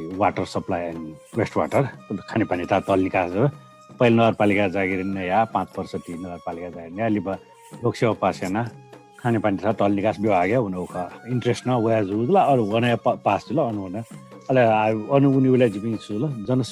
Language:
Newari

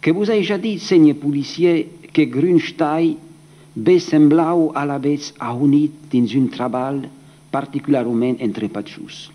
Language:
Occitan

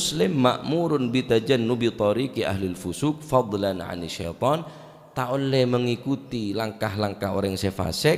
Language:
Madurese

